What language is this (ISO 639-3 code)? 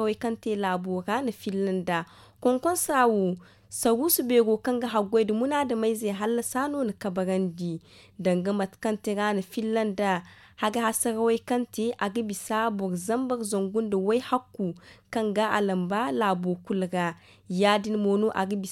dje